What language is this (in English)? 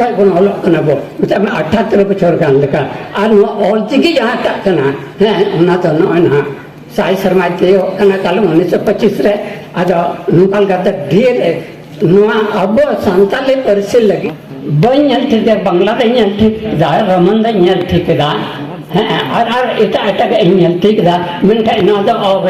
Santali